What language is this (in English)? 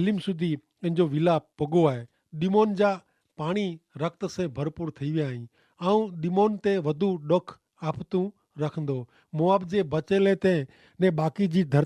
Kachhi